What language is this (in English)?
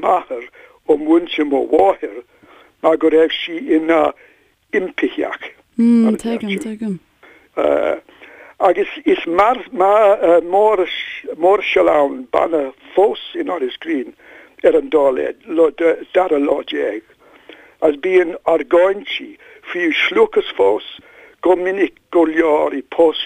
Irish